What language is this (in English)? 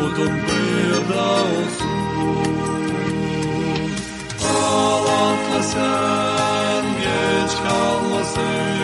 Gagauz